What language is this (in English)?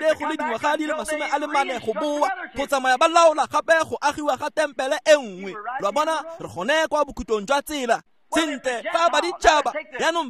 Tswana